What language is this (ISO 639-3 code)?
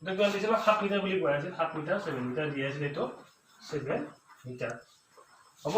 asm